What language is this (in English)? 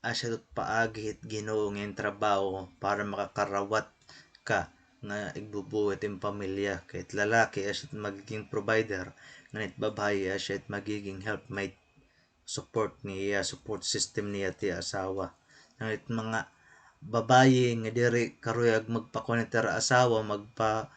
Waray